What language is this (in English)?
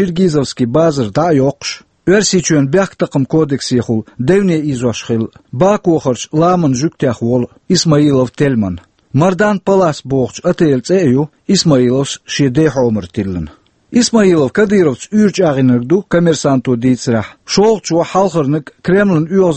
Chechen